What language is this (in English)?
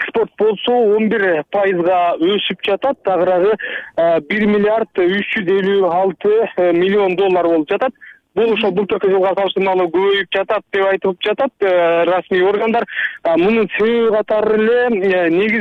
Kyrgyz